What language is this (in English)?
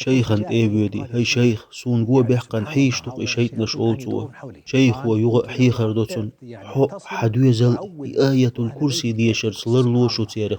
Chechen